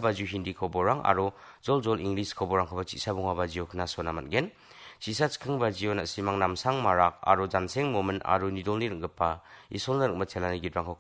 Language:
Garo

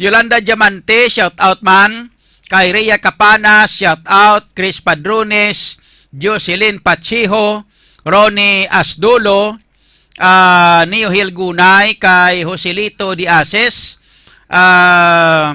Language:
Hiligaynon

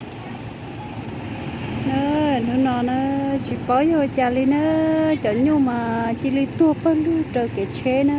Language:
Hmong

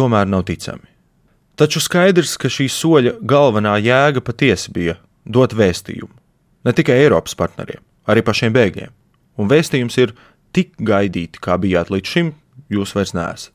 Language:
Latvian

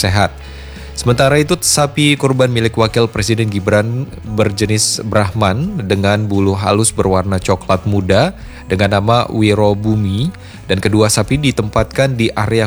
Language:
Indonesian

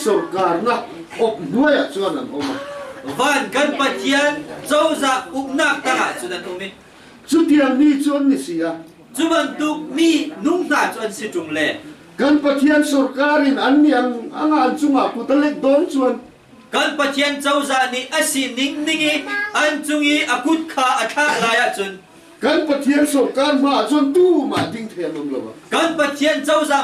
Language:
Hakha Chin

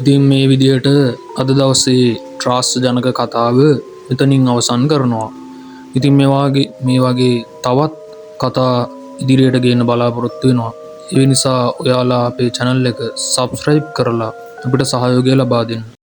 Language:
Sinhala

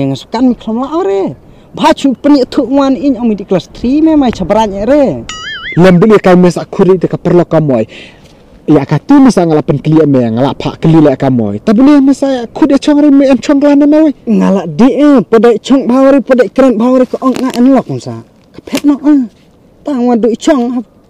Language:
Khasi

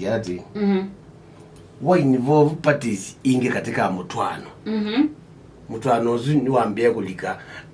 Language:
Kamba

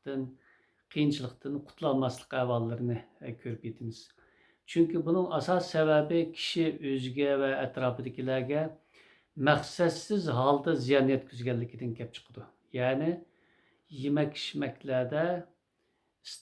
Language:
Uyghur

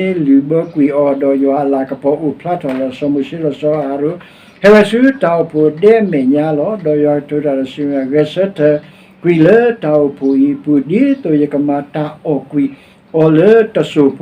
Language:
S'gaw Karen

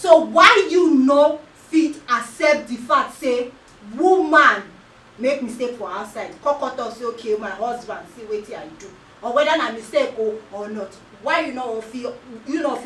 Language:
Nigerian Pidgin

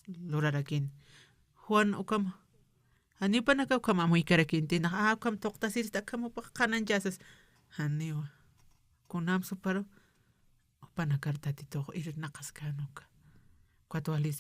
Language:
Aymara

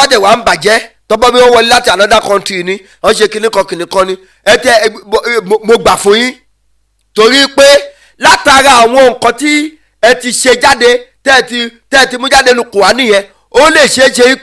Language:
Yoruba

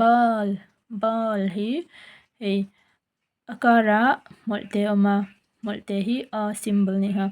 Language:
Mizo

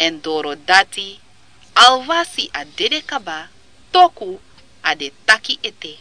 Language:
Sranan Tongo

